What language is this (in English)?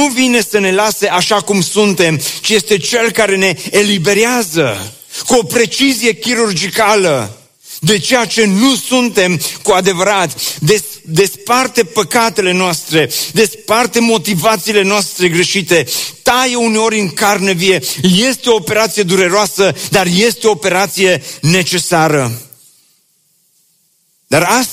Romanian